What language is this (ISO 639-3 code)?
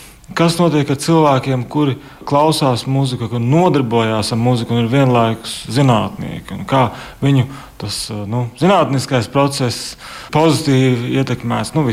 lav